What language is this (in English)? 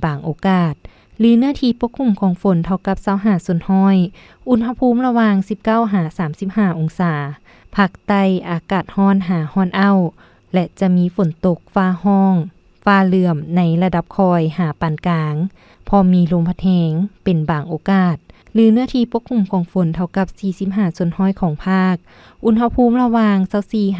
Lao